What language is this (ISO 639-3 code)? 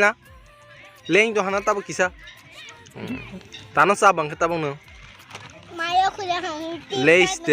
trp